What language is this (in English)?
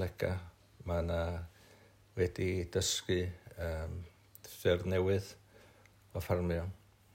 Welsh